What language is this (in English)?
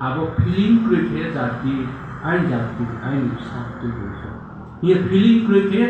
Riang (India)